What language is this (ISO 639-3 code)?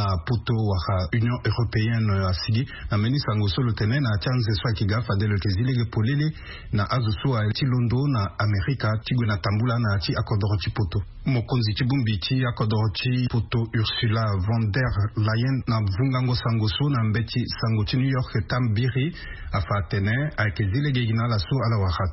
sag